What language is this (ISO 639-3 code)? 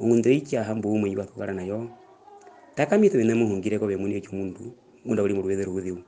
her